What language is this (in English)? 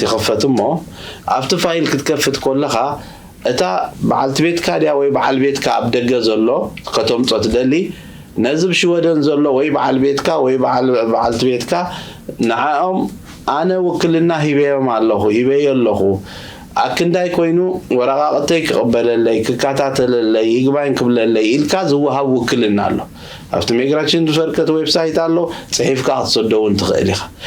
Tigrinya